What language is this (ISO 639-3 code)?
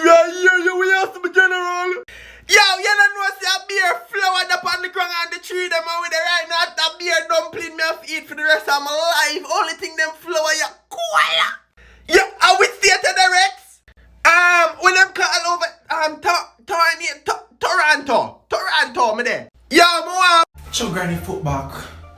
jam